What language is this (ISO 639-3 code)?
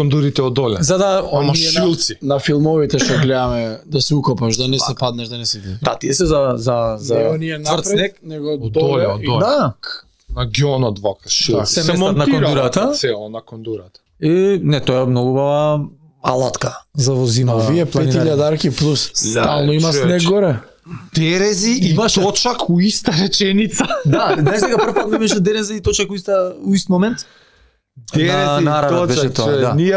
mkd